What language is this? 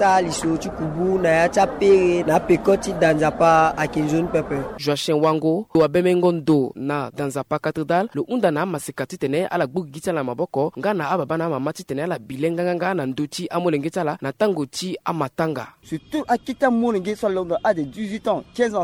Sango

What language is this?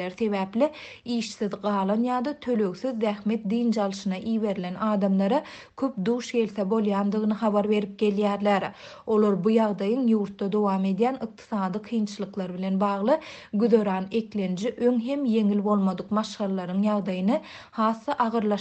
Turkmen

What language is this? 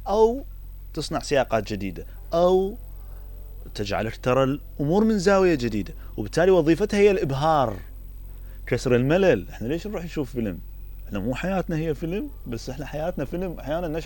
Mesopotamian Arabic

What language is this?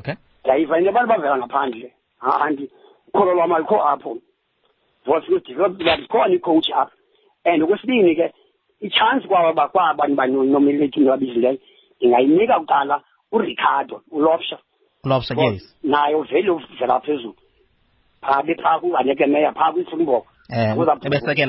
Xhosa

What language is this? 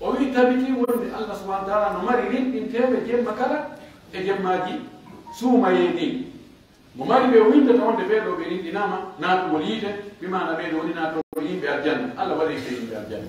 Pular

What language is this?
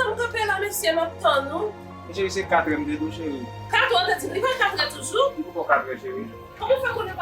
Haitian Creole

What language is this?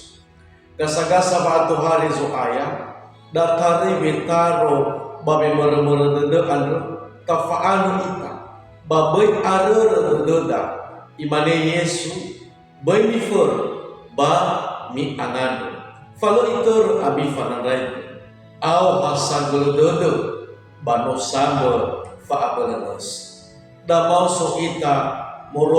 Nias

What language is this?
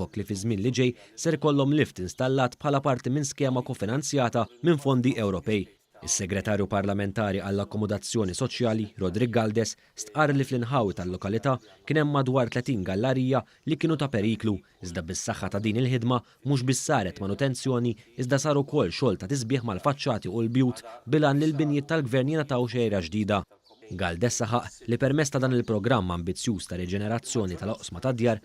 Maltese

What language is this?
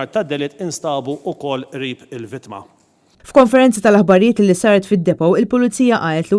Maltese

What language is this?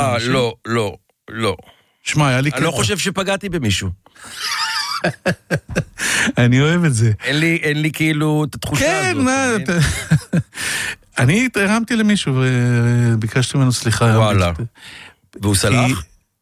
Hebrew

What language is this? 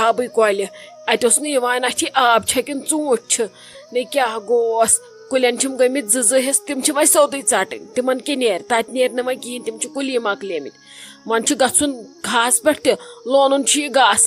Kashmiri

